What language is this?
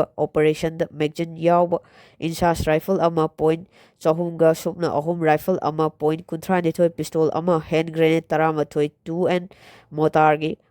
Manipuri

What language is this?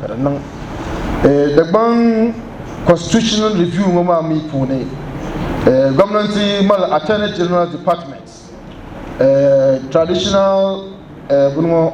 Dagbani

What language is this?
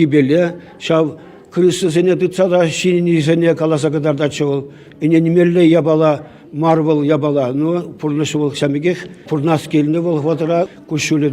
Chuvash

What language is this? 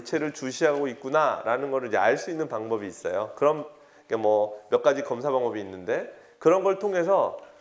Korean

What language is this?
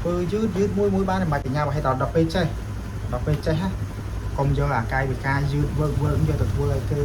Khmer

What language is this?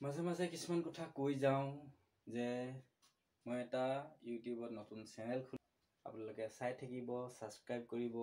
Assamese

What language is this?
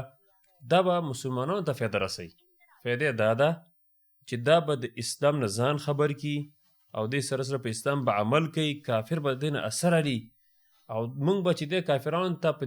Pashto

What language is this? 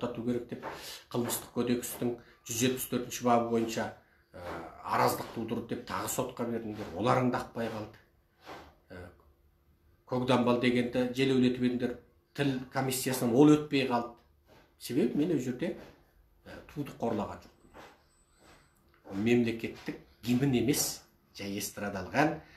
Kazakh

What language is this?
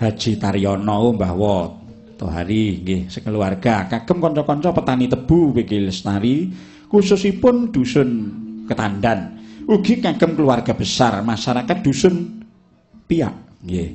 Javanese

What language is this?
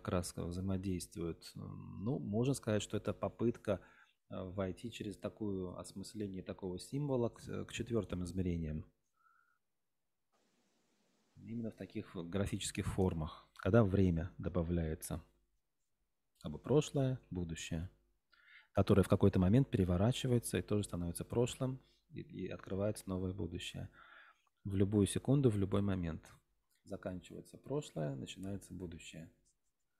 Russian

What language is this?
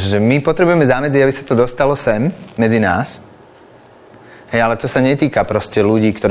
Slovak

